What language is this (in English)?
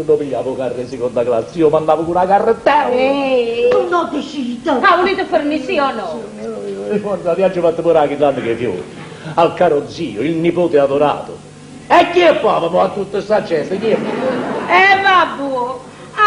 Neapolitan